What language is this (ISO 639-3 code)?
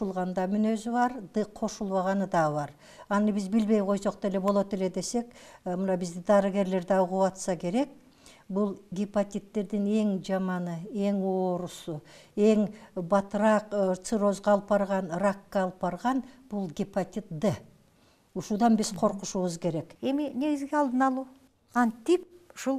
kir